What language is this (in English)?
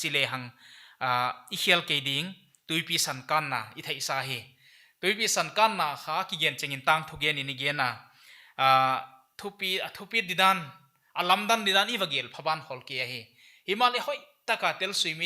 Paite Chin